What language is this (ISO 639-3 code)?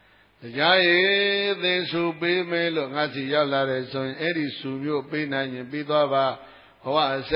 mya